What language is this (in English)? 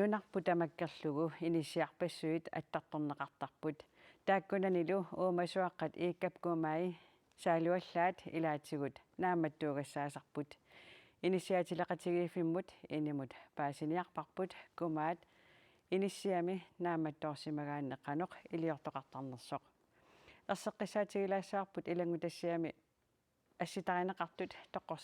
Kalaallisut